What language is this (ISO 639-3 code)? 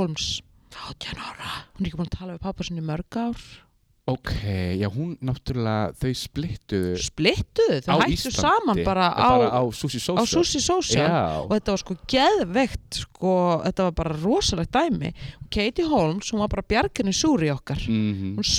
isl